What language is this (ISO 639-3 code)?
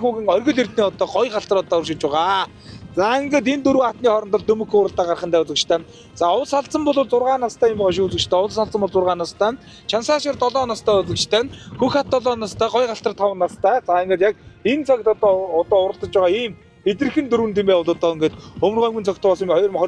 mon